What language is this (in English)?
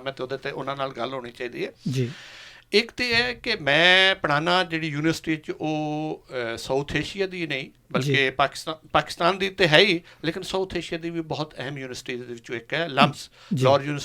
Western Panjabi